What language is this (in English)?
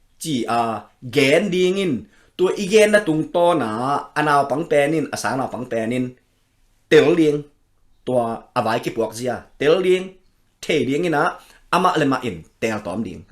Tedim Chin